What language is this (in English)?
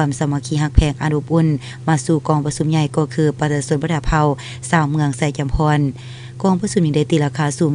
Lao